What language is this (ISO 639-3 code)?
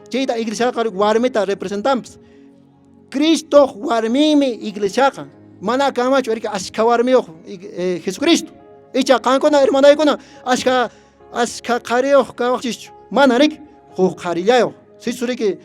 que